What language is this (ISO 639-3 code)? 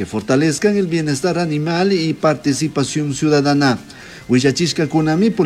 qug